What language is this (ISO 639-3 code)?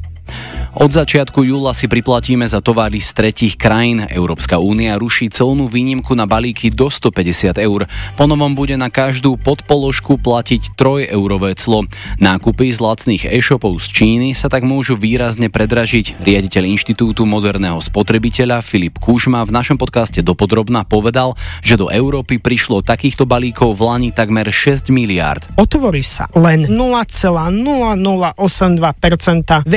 slk